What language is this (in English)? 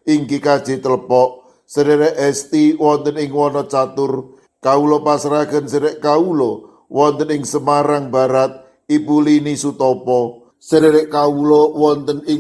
Javanese